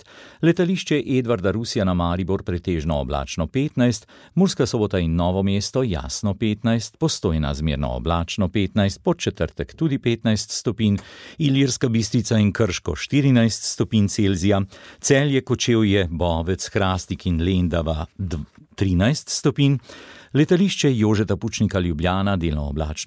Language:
Slovenian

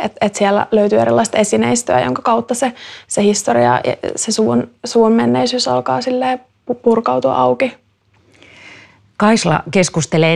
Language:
Finnish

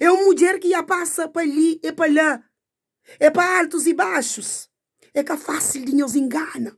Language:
Kabuverdianu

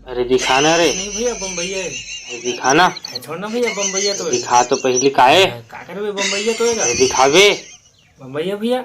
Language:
Chhattisgarhi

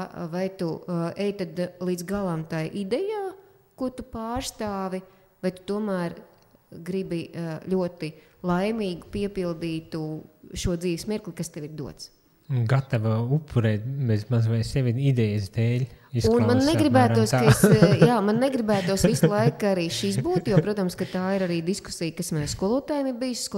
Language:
Latvian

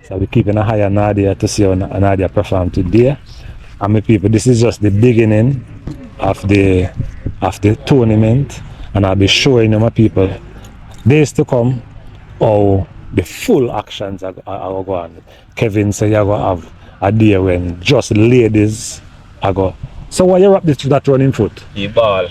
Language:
Jamaican Creole English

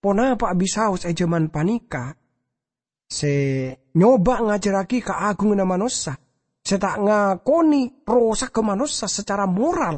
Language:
Madurese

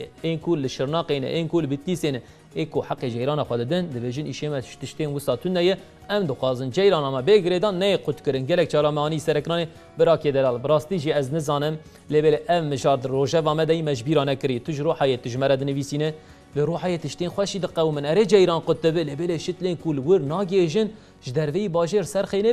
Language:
Kurdish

